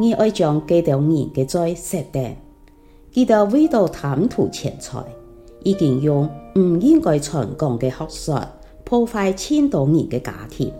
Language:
Hakka Chinese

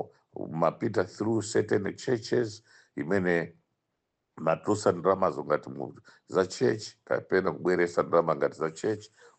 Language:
Nyanja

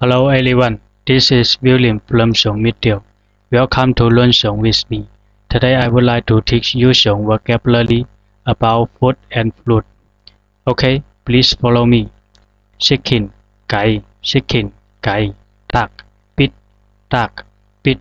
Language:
Zhuang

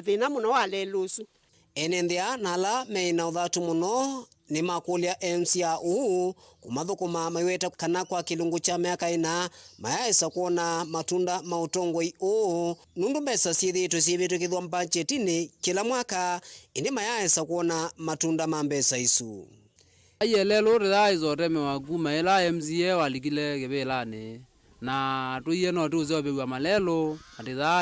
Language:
Kamba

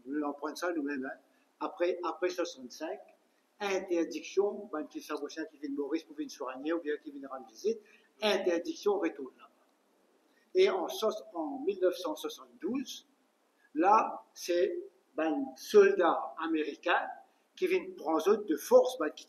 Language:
Morisyen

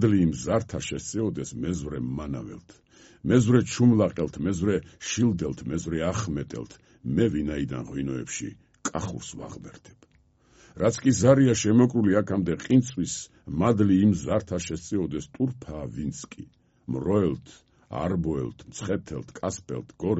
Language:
Georgian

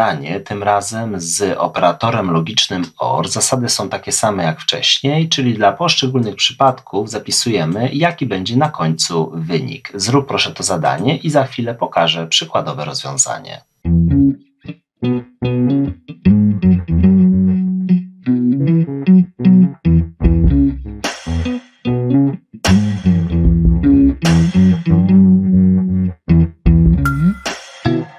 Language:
Polish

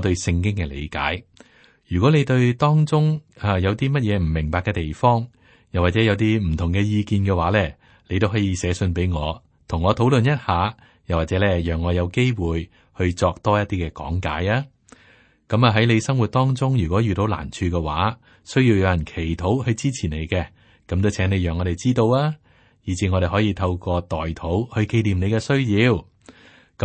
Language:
Cantonese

